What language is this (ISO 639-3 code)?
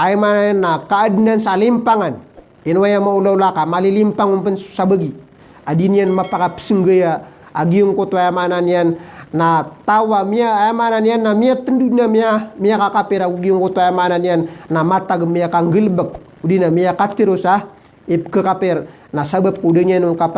mrw